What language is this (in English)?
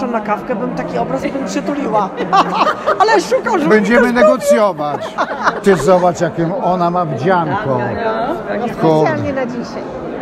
Polish